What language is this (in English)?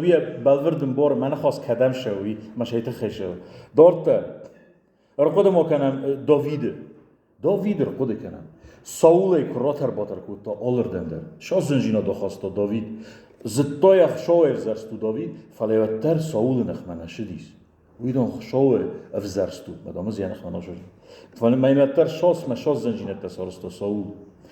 Ossetic